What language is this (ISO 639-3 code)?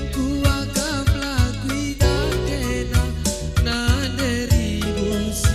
btx